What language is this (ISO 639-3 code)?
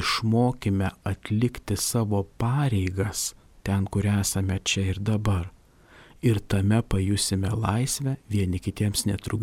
lit